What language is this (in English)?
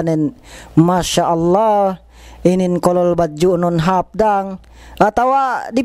Yakan